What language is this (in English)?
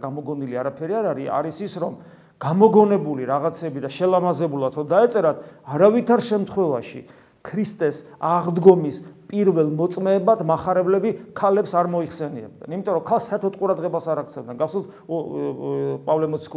Georgian